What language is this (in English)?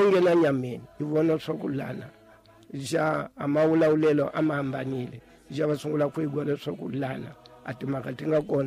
Tsonga